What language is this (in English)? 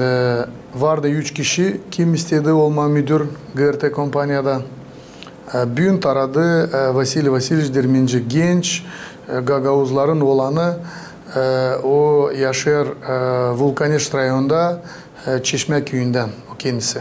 Gagauz